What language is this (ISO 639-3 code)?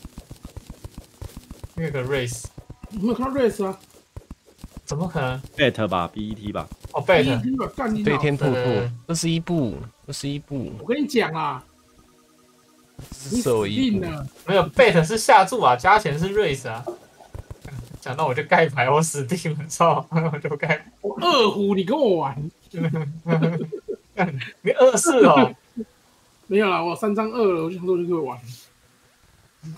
zho